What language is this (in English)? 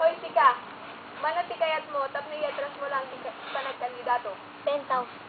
Iloko